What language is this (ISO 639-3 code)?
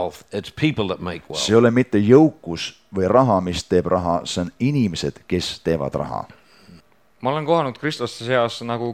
est